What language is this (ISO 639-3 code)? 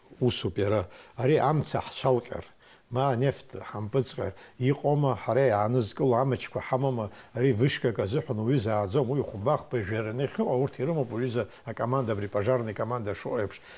abk